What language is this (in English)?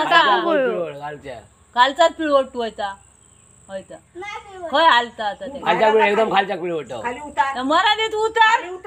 Konkani